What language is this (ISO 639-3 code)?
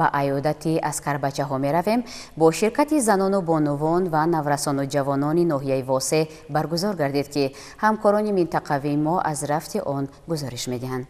tgk